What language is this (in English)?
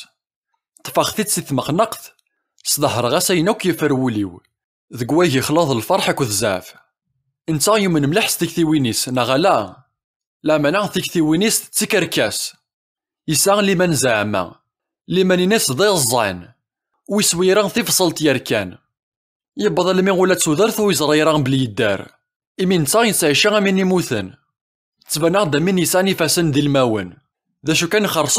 Kabyle